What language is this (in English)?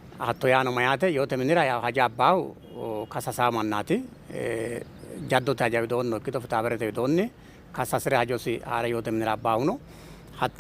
Sidamo